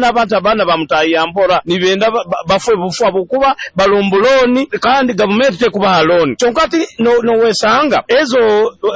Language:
Nyoro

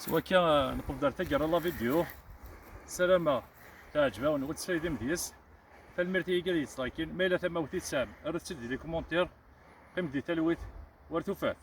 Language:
Kabyle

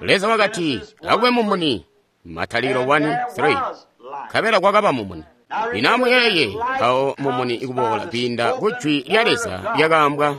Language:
Tonga (Zambia)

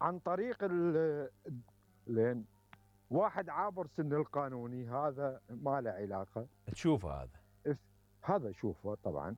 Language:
Mesopotamian Arabic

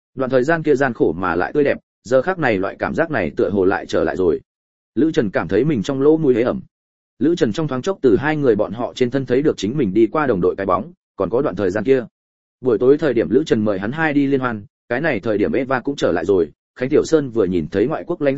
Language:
Vietnamese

